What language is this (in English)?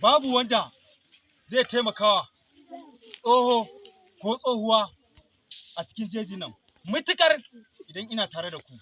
Hausa